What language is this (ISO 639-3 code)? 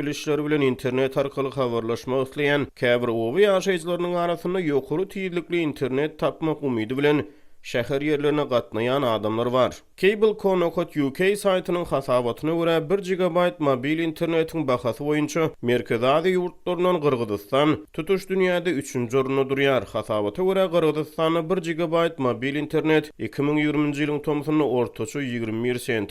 tuk